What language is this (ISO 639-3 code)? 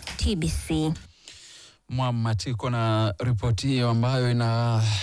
swa